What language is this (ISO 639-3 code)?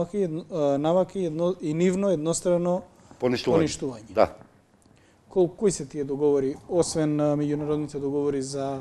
mkd